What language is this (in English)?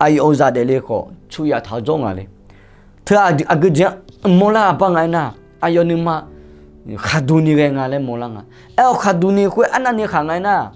Akha